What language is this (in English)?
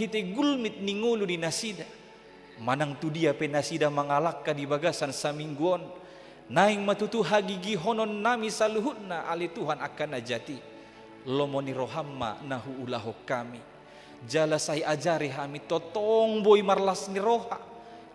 Batak Toba